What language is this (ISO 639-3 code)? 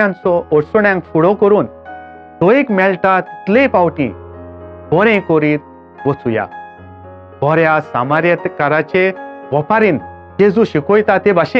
kok